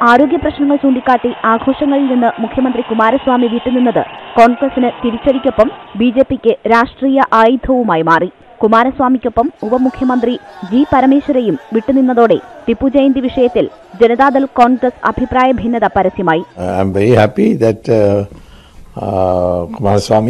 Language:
Malayalam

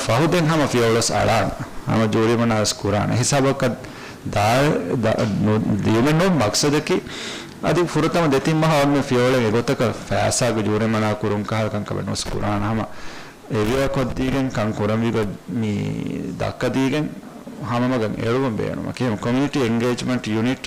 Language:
Divehi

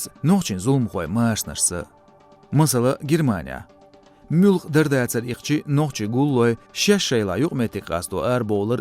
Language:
Chechen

